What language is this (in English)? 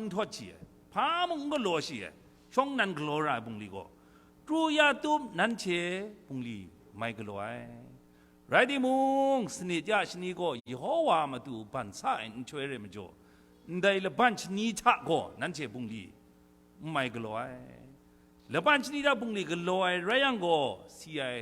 Kachin